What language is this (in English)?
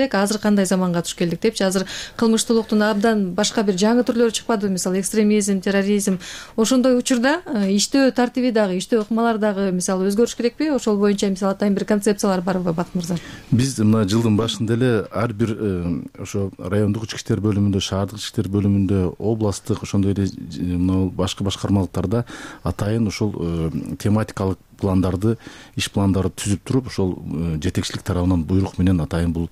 Kyrgyz